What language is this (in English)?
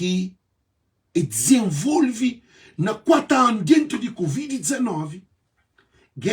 Kabuverdianu